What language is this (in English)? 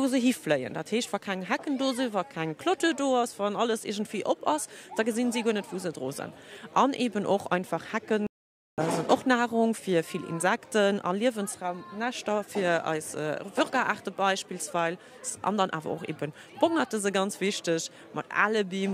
Luxembourgish